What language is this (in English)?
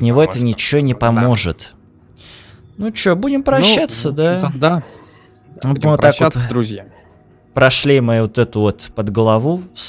Russian